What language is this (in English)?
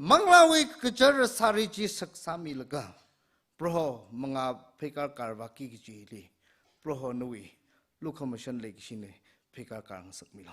Tangkhul Naga (India)